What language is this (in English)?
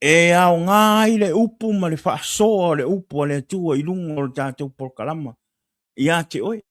Samoan